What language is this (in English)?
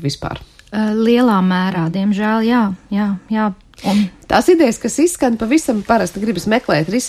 Latvian